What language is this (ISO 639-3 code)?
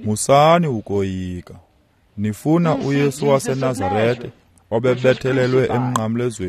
xho